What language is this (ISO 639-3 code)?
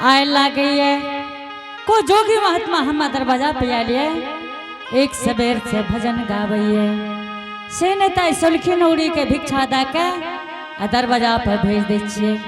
anp